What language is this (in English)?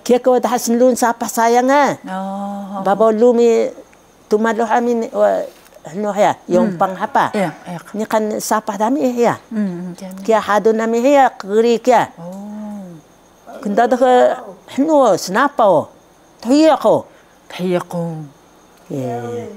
Taroko